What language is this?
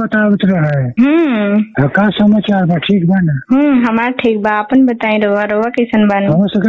Bhojpuri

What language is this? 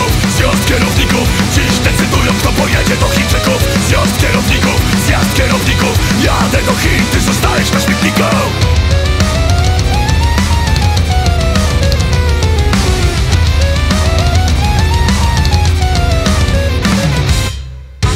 Polish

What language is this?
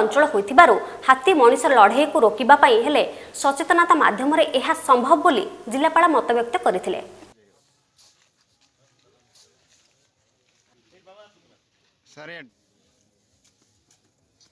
Odia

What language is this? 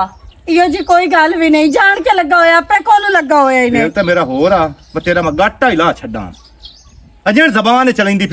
Western Panjabi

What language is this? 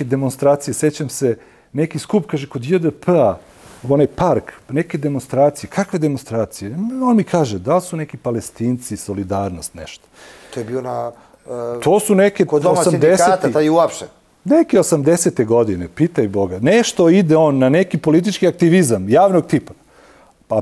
Serbian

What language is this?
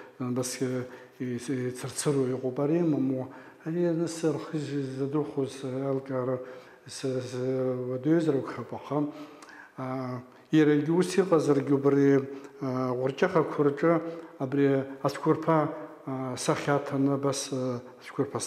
Abkhazian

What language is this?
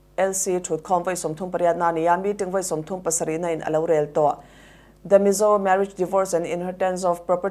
Mizo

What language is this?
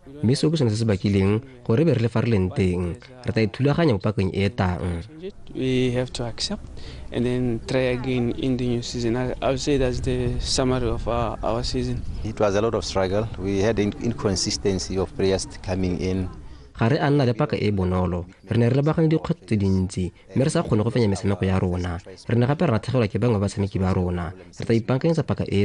Tswana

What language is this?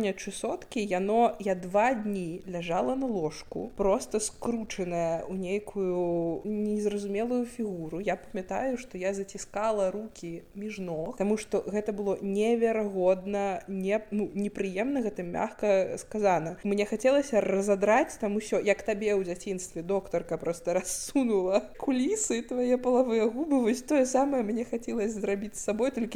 Belarusian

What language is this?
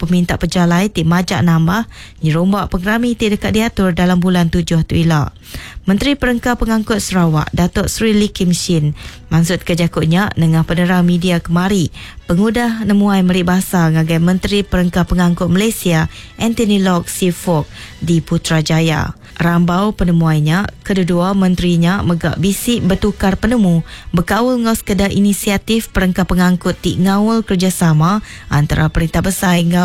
Iban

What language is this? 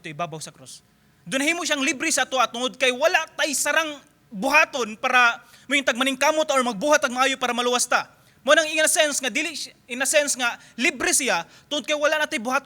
Cebuano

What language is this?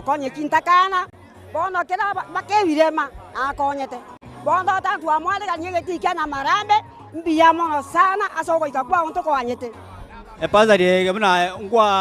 Gusii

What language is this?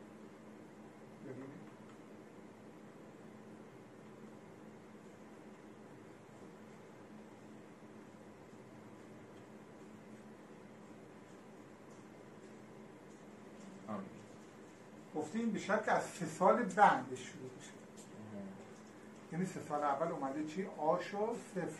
Persian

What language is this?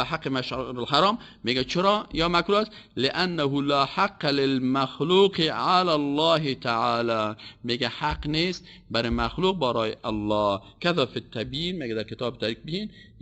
Persian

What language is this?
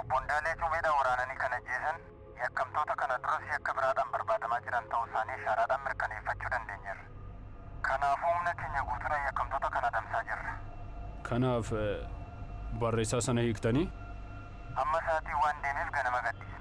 Oromo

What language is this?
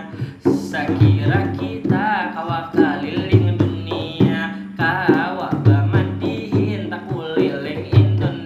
Banjar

